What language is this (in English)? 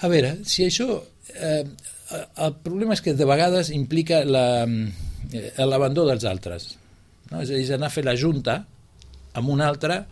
Catalan